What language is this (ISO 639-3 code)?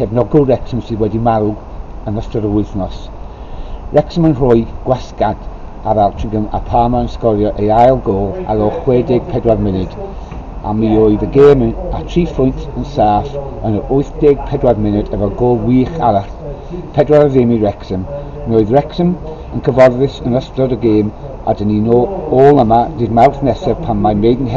cym